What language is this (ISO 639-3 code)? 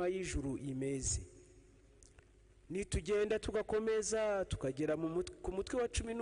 kin